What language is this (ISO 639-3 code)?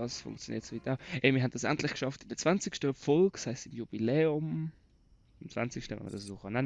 gsw